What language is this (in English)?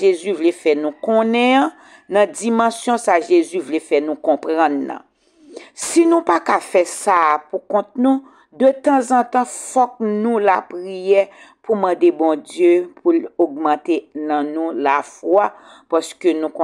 Haitian Creole